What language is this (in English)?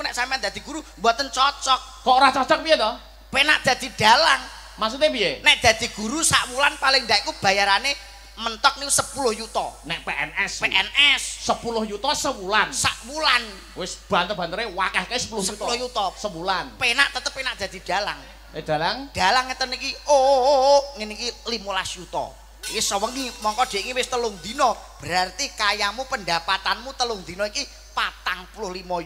Javanese